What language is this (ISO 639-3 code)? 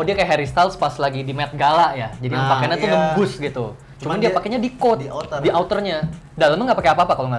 ind